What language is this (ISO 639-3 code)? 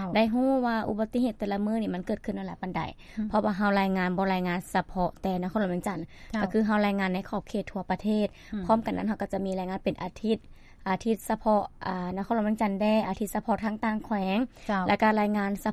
lao